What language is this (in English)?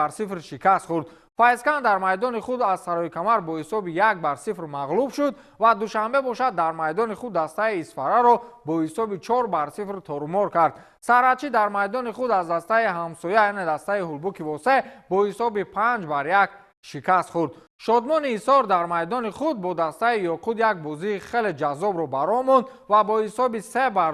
Tajik